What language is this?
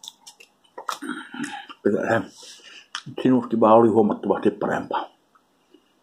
Finnish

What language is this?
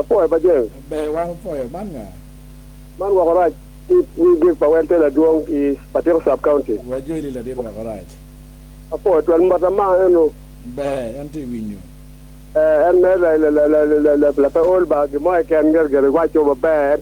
Acoli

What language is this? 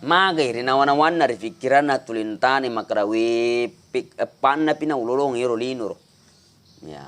Buginese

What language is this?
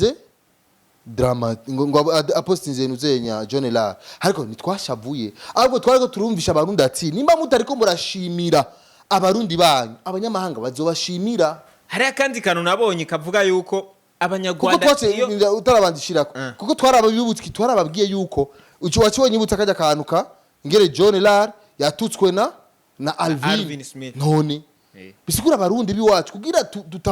Rundi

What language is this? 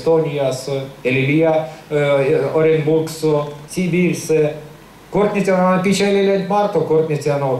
Erzya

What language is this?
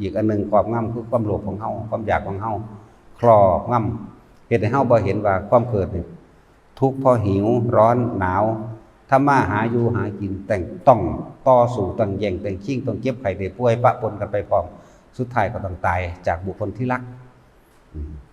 Northeastern Thai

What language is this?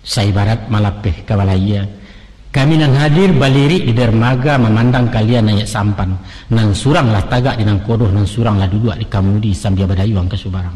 Minangkabau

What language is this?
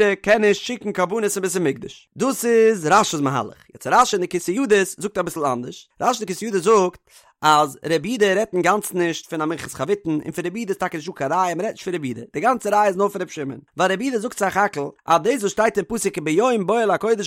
Yiddish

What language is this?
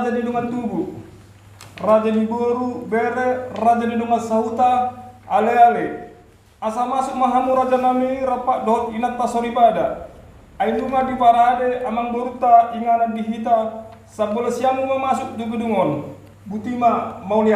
Batak Toba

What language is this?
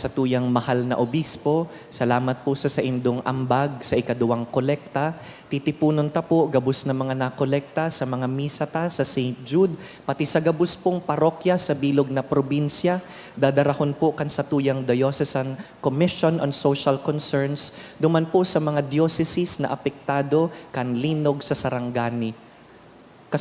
Bikol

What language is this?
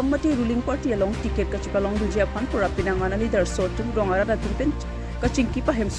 Karbi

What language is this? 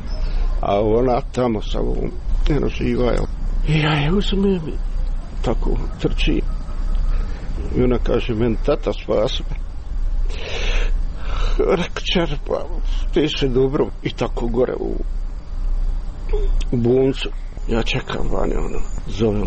Croatian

